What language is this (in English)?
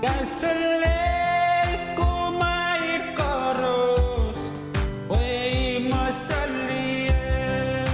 Pohnpeian